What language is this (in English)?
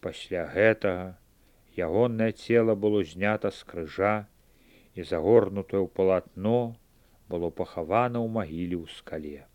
Belarusian